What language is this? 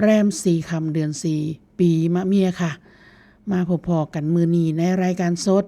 Northeastern Thai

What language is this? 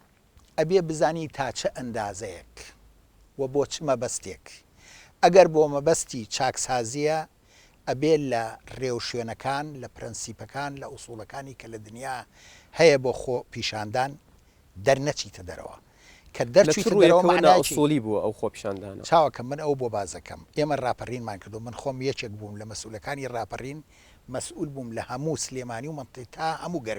Central Kurdish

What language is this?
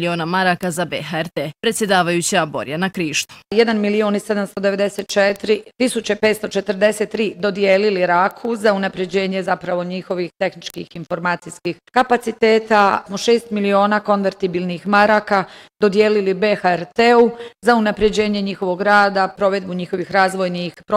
Bosnian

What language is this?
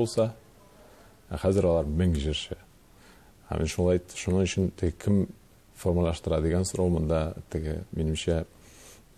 Tatar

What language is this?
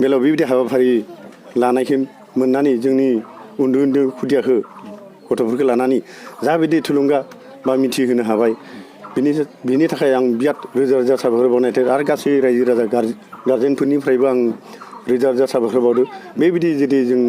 Bodo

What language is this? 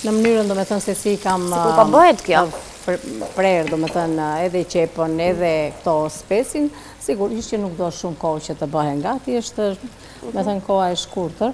Albanian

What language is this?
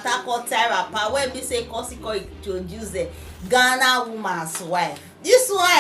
Nigerian Pidgin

